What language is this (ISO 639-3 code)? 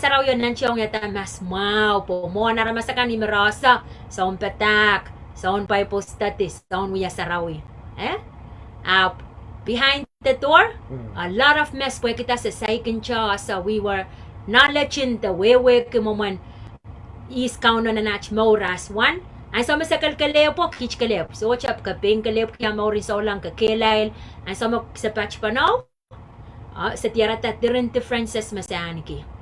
pon